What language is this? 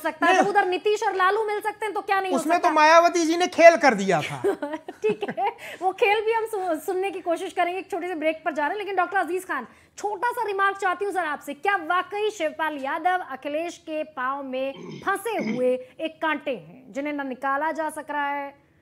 Hindi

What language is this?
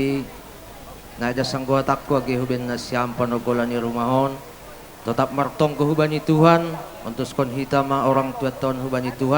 Batak Simalungun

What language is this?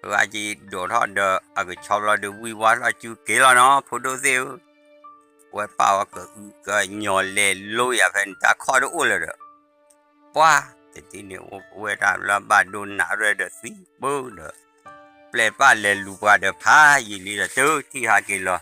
S'gaw Karen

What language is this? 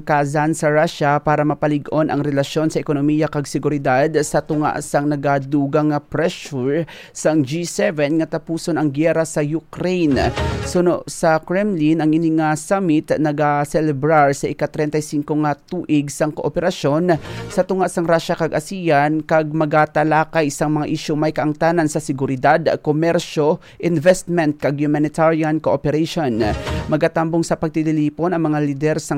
Hiligaynon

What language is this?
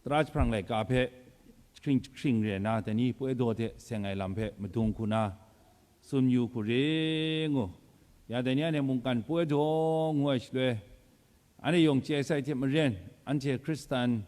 Kachin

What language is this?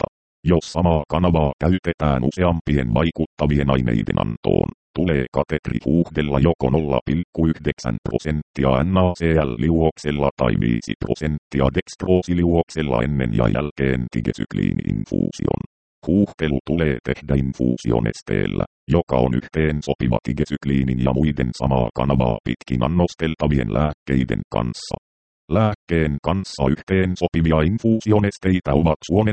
Finnish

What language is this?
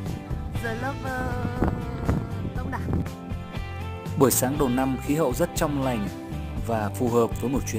Vietnamese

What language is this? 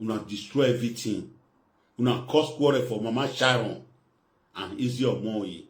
Nigerian Pidgin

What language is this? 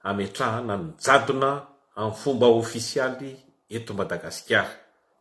Malagasy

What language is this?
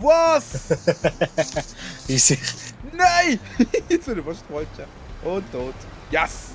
Swiss German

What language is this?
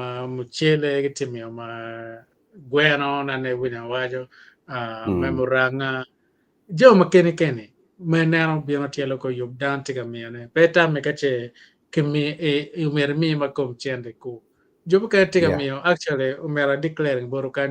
Acoli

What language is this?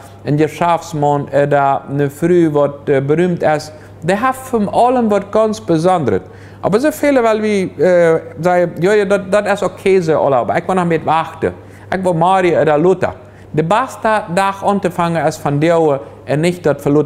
Plautdietsch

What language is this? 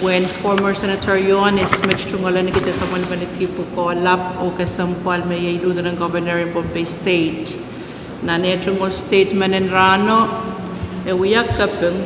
Pohnpeian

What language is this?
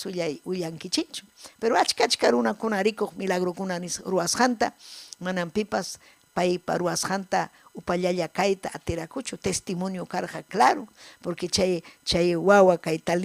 Ayacucho Quechua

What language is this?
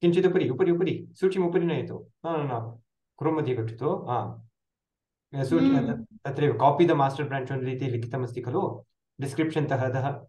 Sanskrit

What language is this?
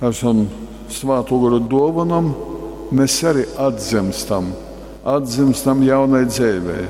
Latgalian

